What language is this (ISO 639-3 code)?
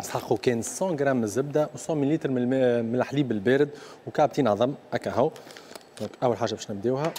aeb